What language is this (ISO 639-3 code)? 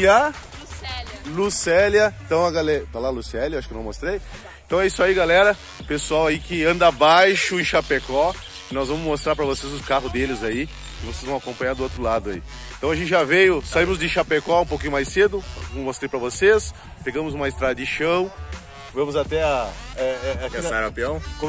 por